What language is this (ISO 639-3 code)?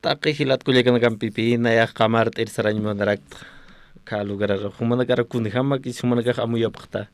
aym